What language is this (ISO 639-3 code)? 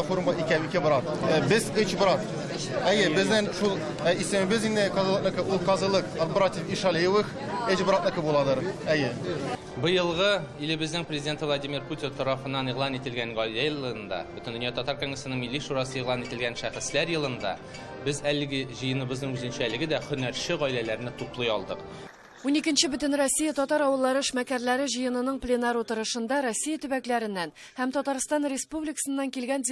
tat